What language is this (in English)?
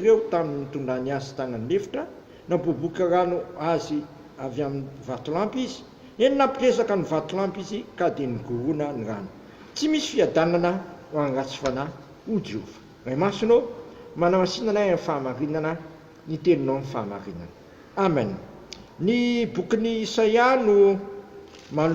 Malagasy